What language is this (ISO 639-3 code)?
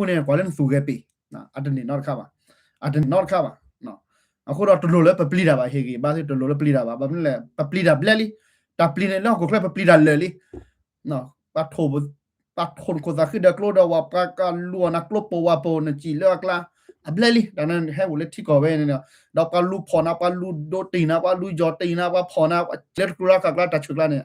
ksw